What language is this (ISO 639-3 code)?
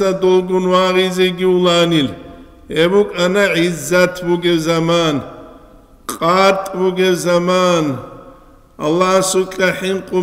ava